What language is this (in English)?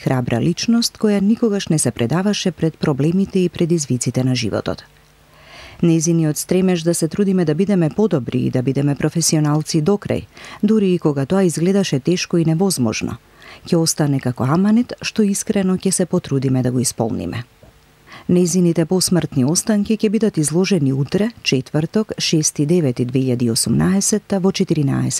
Macedonian